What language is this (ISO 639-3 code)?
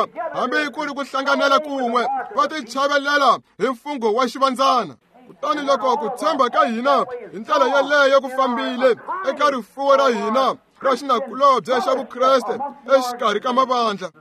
tso